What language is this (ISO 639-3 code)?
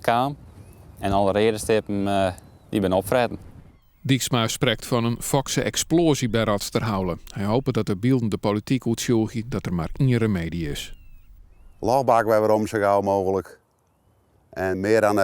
fry